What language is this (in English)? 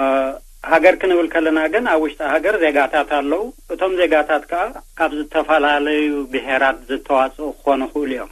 Tigrinya